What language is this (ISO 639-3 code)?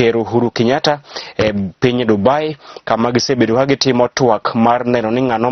luo